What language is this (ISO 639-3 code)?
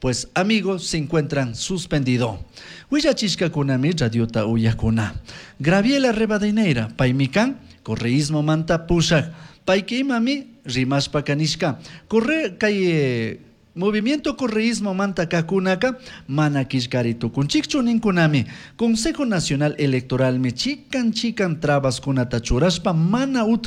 qug